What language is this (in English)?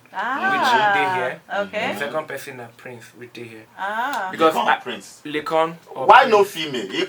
Nigerian Pidgin